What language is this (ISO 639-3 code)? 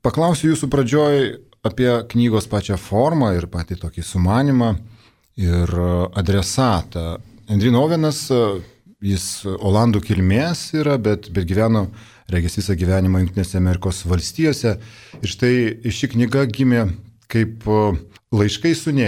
lit